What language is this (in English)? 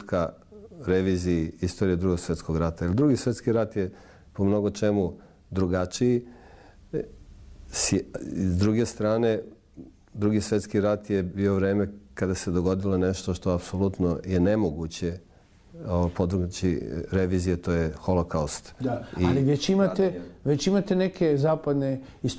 Serbian